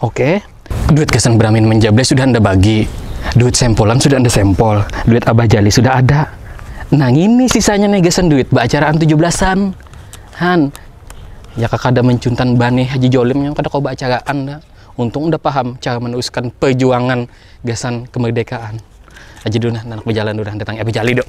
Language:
Banjar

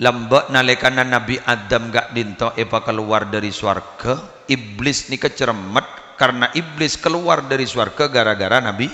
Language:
Madurese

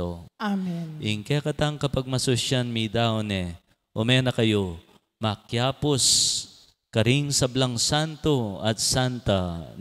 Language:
Pampanga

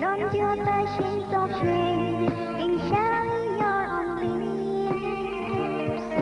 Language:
Naga Pidgin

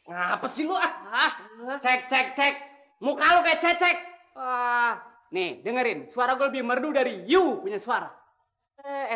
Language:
Betawi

